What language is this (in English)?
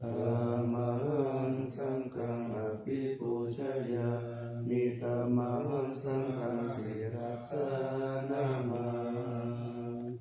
Pali